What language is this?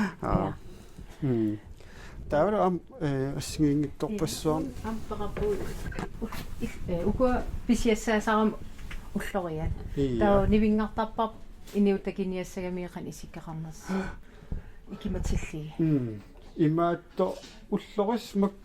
Kalaallisut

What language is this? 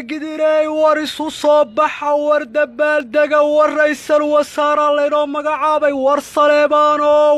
Somali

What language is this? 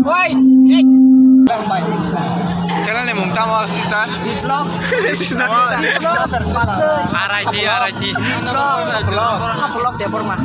Kok Borok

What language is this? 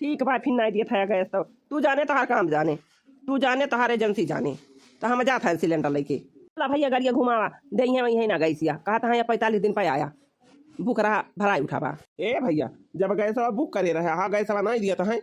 Awadhi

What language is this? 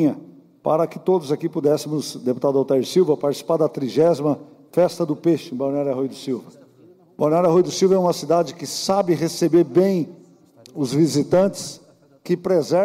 Portuguese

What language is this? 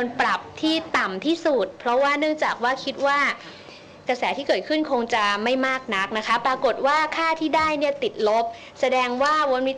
Thai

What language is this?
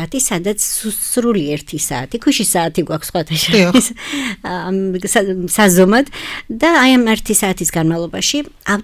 Georgian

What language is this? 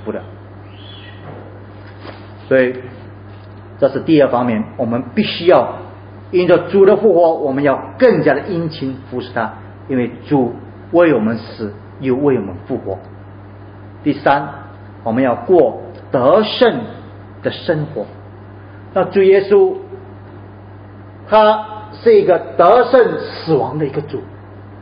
Chinese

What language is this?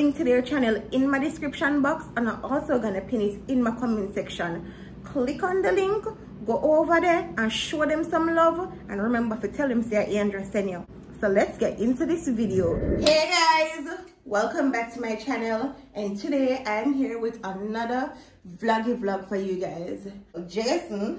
Jamaican Creole English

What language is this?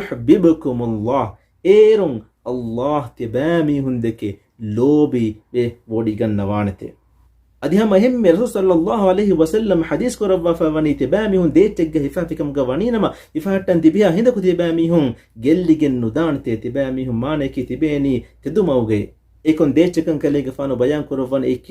Divehi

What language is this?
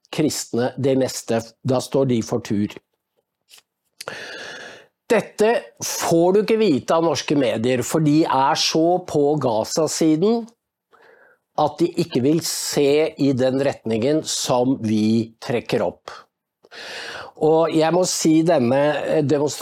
Norwegian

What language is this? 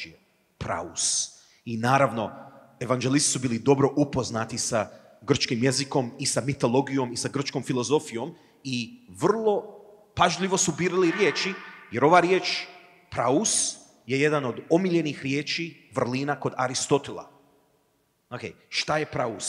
Croatian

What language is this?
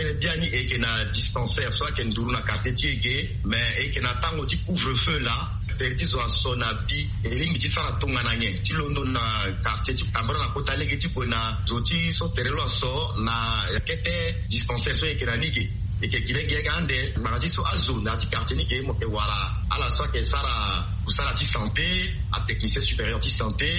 Sango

